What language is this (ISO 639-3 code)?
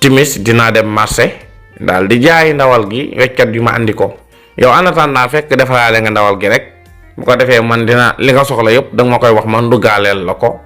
wol